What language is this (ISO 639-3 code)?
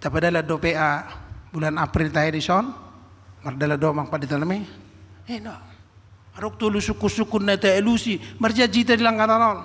bbc